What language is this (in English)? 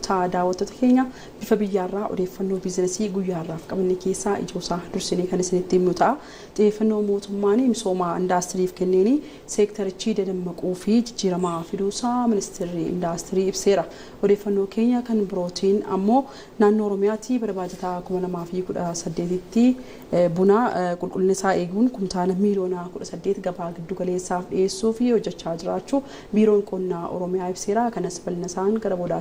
Oromo